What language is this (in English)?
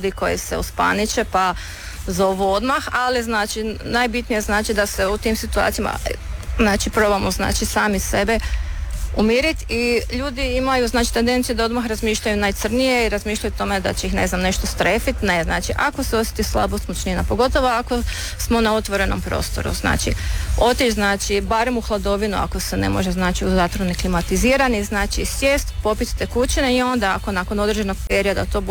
Croatian